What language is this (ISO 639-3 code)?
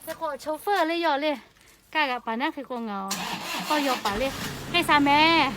lhu